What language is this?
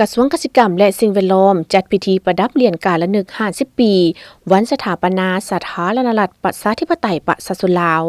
Lao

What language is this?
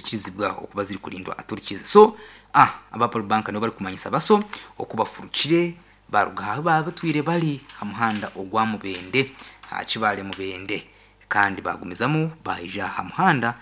Nyankole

